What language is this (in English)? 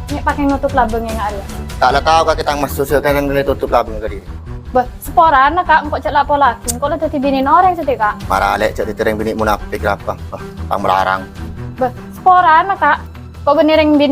Madurese